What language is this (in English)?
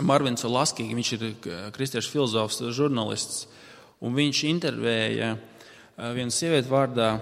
Latvian